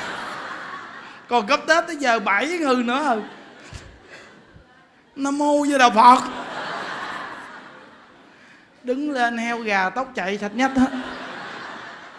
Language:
Vietnamese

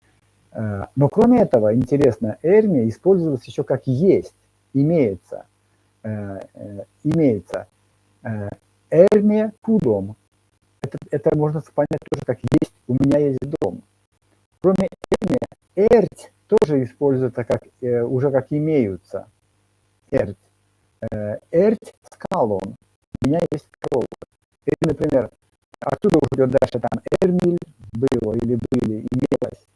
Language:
Erzya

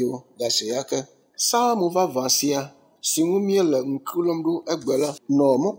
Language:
Ewe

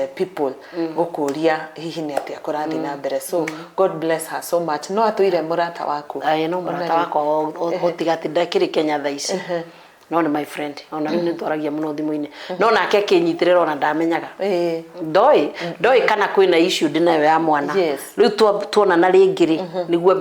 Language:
Kikuyu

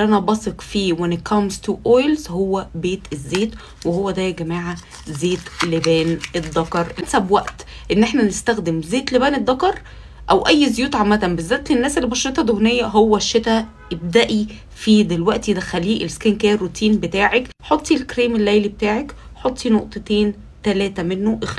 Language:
Egyptian Arabic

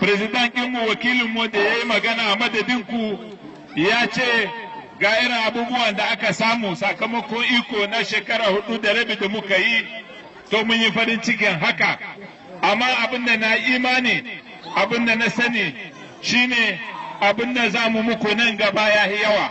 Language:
Hausa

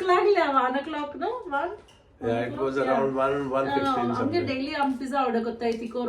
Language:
Konkani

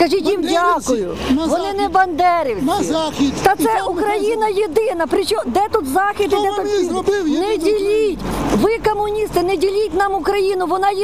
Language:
Ukrainian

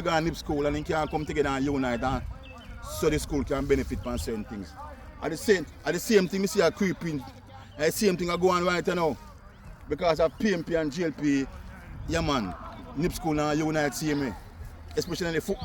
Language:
Jamaican Creole English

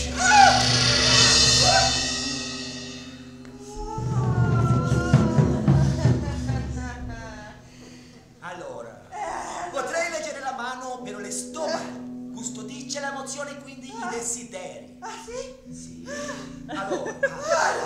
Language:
Italian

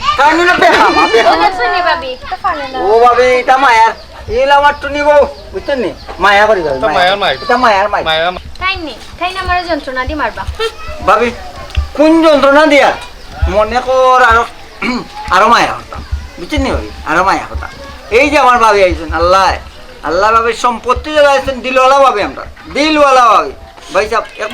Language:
Sylheti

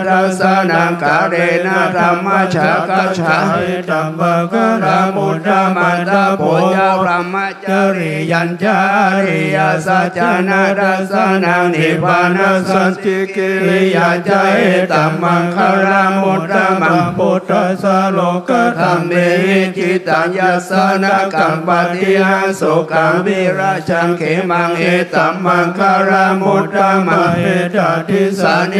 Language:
Pali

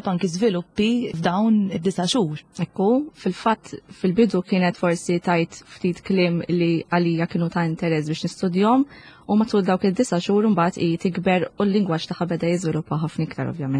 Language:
Maltese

